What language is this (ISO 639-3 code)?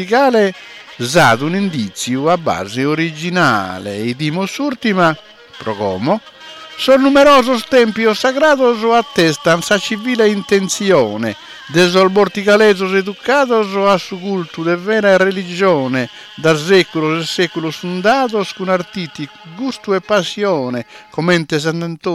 srd